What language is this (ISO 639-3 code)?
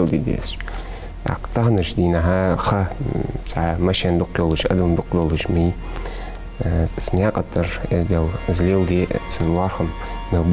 inh